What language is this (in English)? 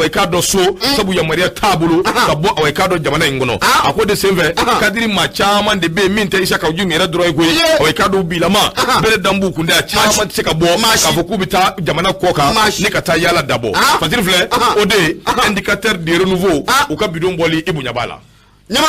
Bambara